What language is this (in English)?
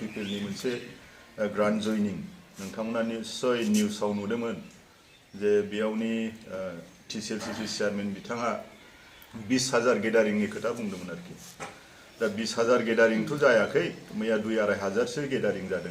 Bodo